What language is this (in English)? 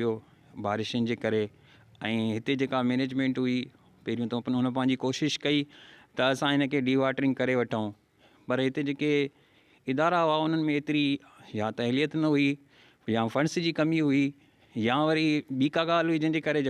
Sindhi